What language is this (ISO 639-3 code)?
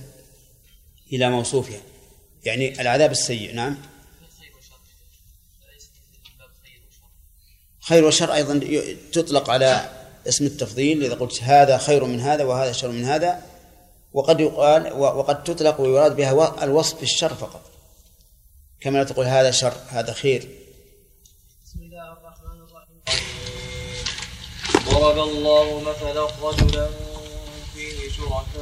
ara